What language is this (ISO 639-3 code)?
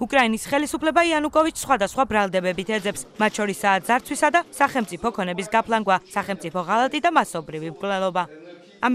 kat